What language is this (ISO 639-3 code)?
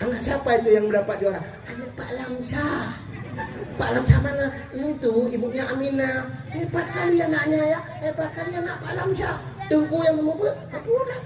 ace